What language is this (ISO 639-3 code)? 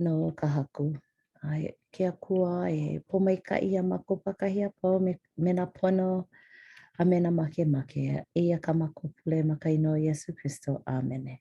haw